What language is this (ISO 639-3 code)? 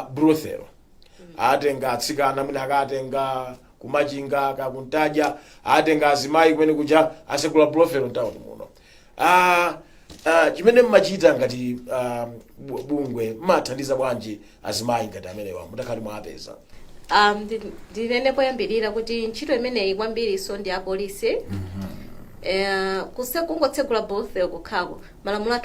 nya